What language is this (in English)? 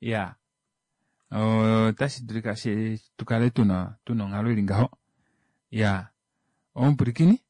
Kuanyama